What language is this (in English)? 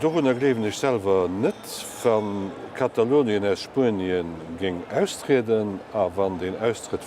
Luxembourgish